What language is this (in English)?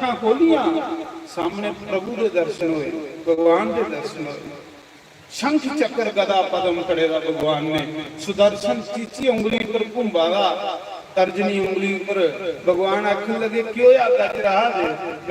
Dogri